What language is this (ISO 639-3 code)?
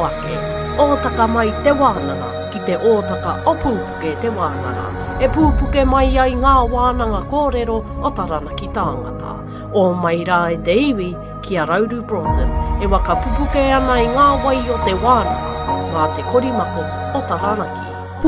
mri